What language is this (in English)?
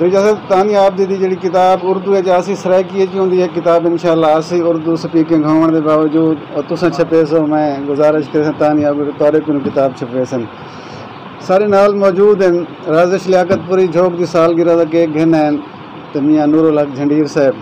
Saraiki